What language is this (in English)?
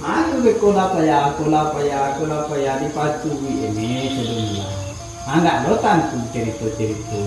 Minangkabau